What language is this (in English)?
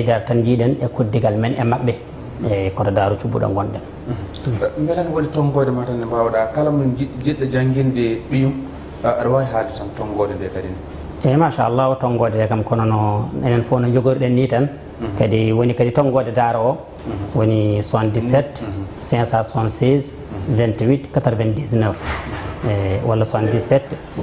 Fula